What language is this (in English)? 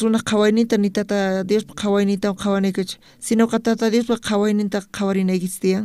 South Bolivian Quechua